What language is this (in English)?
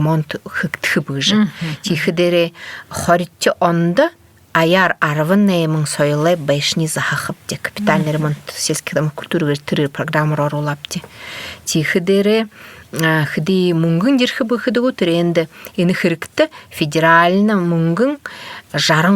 Buriat